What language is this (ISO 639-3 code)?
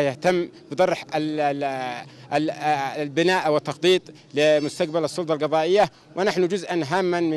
ara